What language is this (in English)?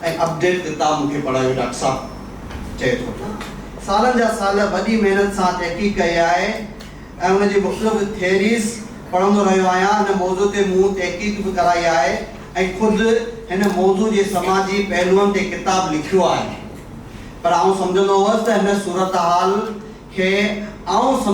Sindhi